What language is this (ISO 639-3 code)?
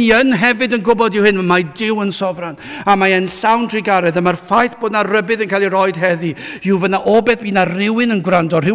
cym